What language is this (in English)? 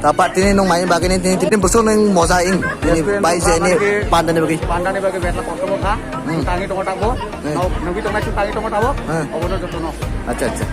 Kok Borok